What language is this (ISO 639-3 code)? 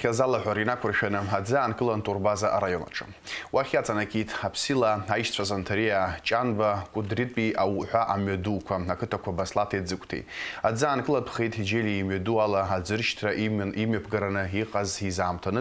abk